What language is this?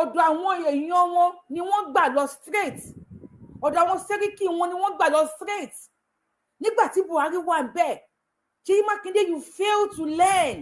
Yoruba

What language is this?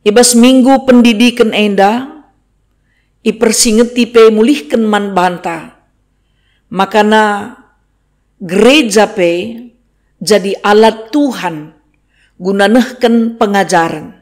Batak Karo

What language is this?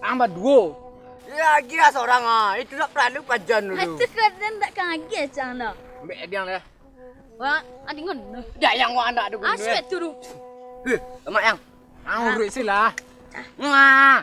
Minangkabau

